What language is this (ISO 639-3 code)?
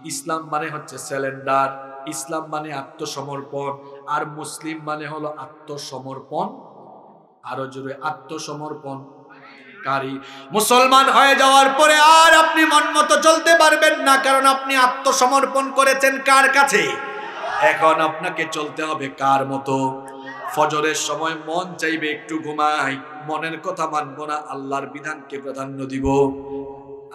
ben